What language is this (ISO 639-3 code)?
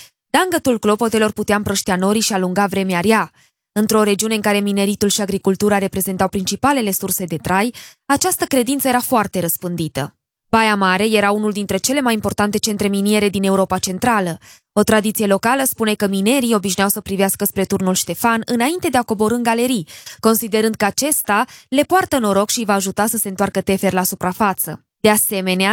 ron